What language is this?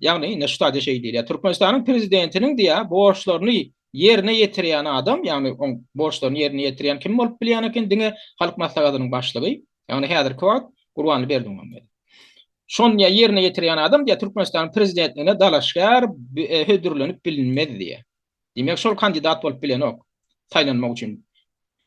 Turkmen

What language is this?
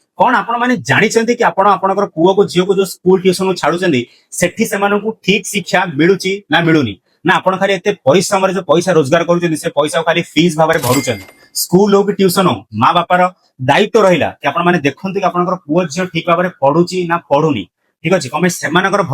Odia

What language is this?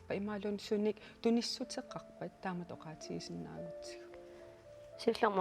Kalaallisut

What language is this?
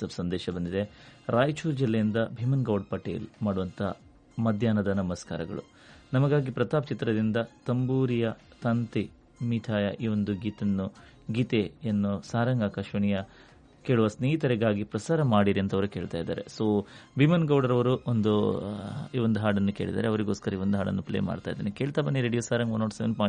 Kannada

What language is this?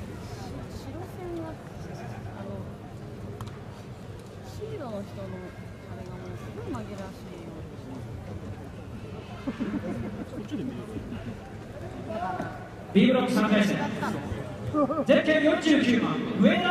Japanese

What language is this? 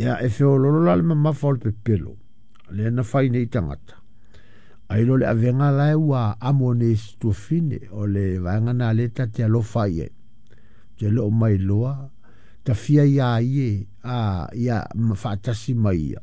Samoan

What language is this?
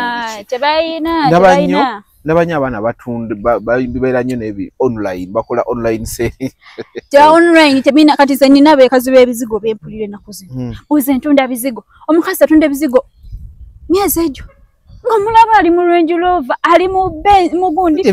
Ganda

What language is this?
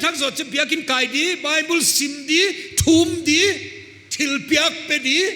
Paite Chin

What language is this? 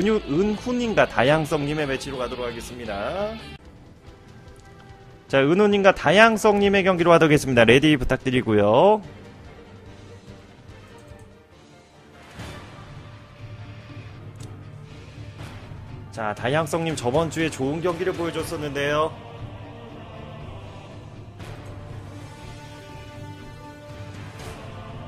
Korean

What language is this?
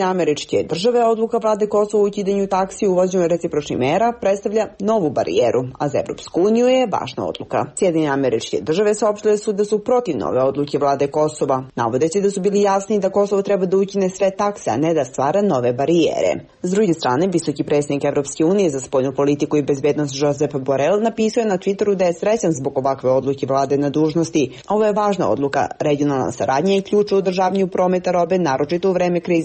Serbian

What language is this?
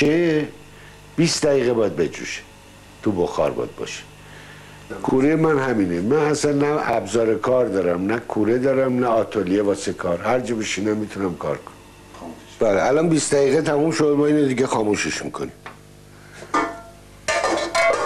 Persian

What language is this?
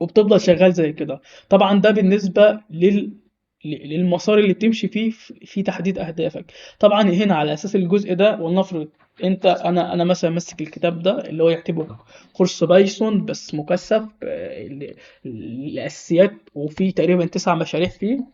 Egyptian Arabic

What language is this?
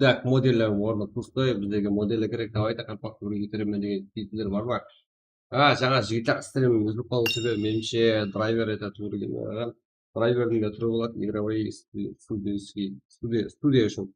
Kara-Kalpak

